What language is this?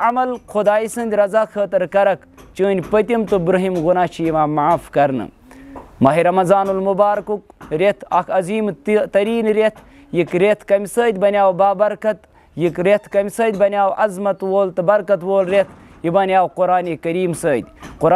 Kashmiri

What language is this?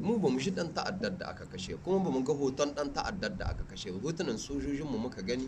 Hausa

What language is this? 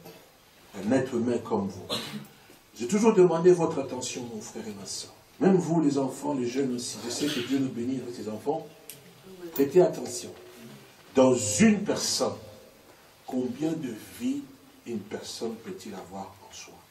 French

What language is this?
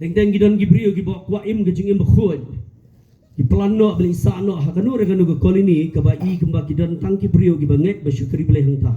Khasi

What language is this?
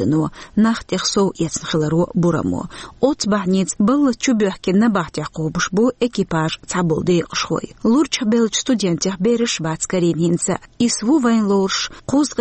Chechen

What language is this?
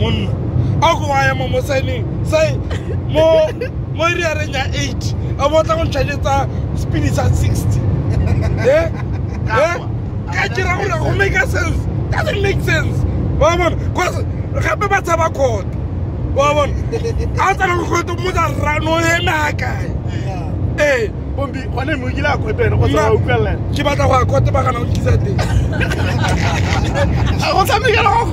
Tswana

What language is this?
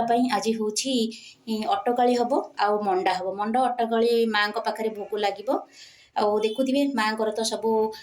Odia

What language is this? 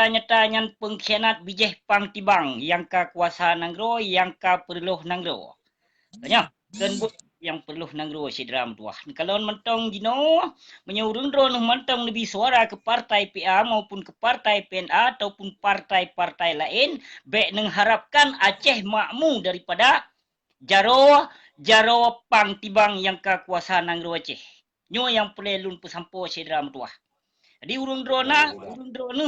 Achinese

